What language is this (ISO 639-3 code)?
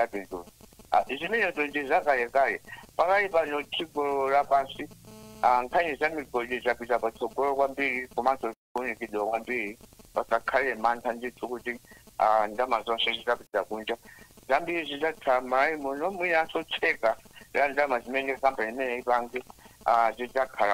nya